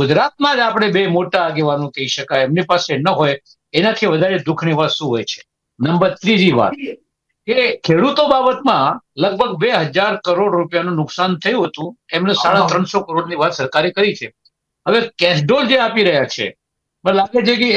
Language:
Gujarati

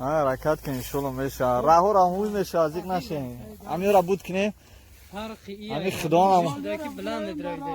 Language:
Tajik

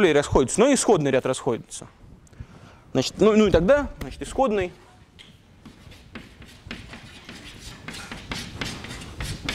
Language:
Russian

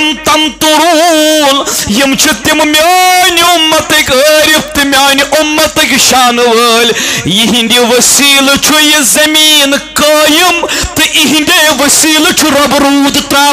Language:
Kashmiri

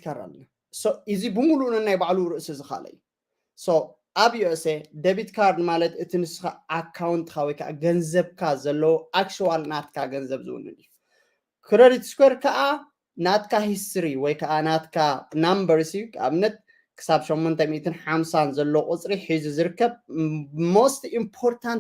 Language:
Tigrinya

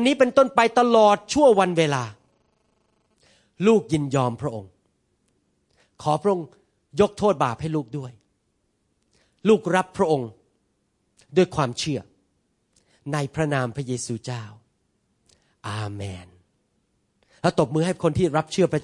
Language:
Thai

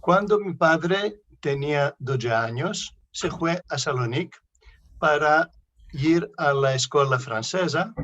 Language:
Ladino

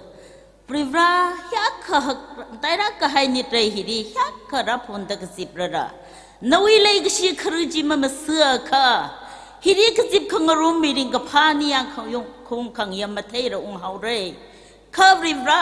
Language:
Tangkhul Naga (India)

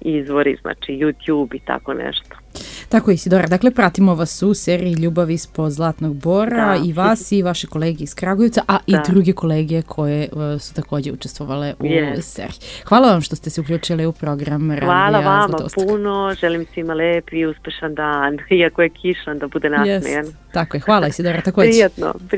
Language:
Serbian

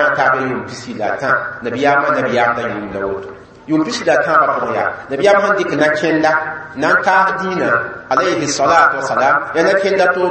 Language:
Mossi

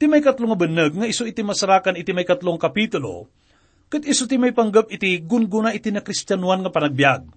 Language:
Iloko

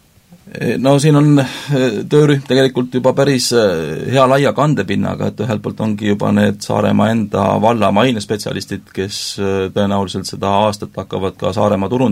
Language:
Estonian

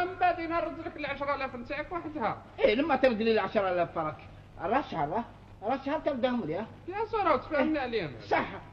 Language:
Algerian Arabic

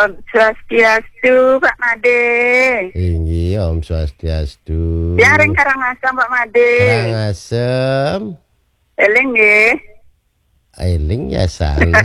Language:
Balinese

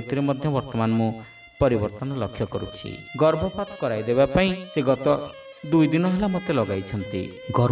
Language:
Odia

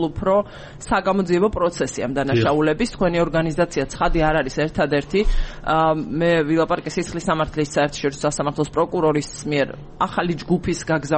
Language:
Georgian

